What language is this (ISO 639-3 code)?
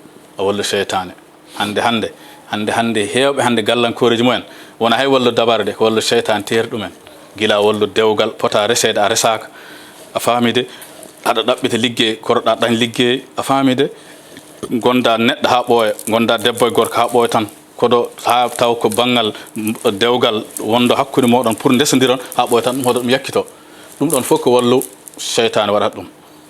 ful